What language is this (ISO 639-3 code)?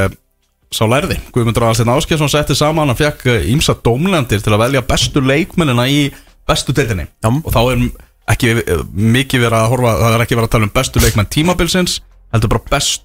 isl